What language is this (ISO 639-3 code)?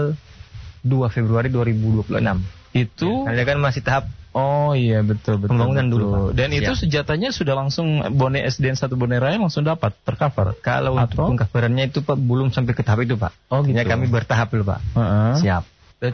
ind